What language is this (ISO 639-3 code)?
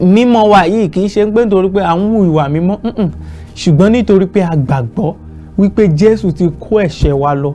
yor